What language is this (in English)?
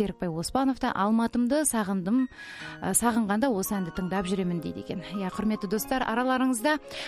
Kazakh